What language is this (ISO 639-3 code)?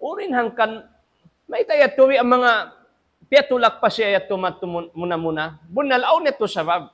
tsg